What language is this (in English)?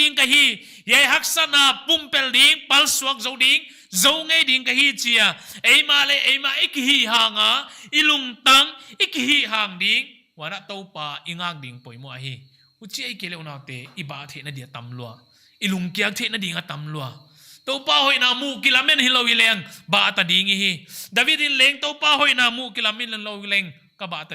Paite Chin